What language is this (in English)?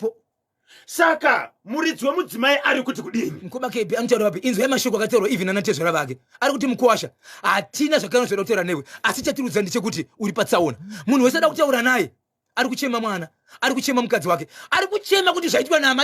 Shona